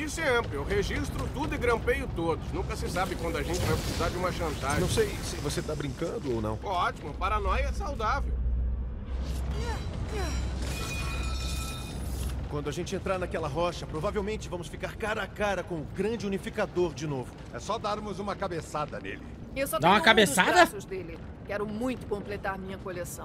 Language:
Portuguese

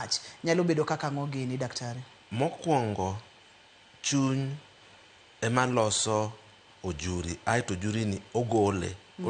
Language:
Luo (Kenya and Tanzania)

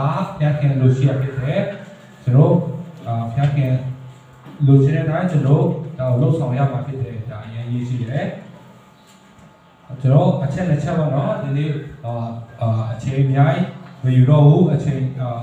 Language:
Burmese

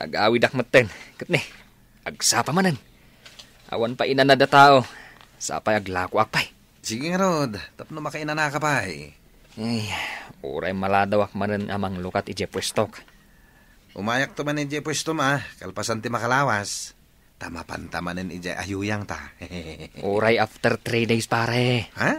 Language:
Iloko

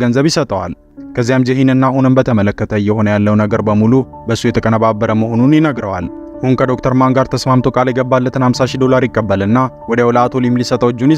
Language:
Amharic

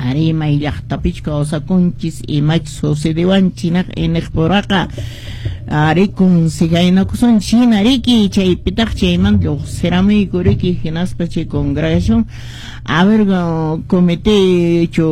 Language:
Quechua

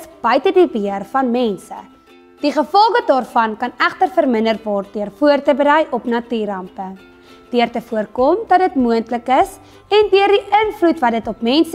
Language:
Afrikaans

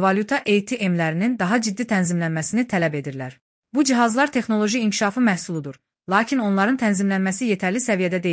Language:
Azerbaijani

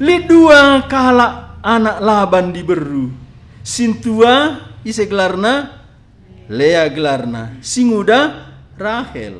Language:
Batak Karo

